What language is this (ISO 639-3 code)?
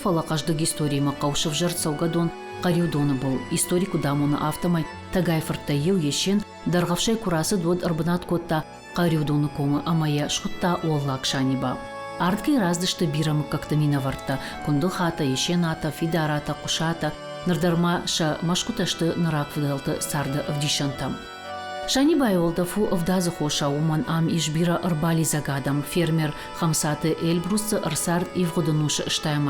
oss